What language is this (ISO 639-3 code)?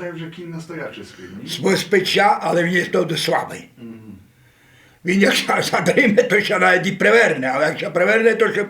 rue